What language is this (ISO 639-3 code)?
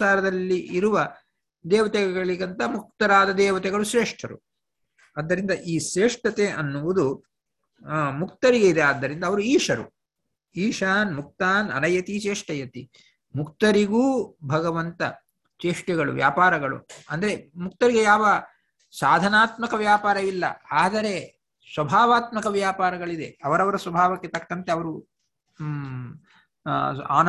kan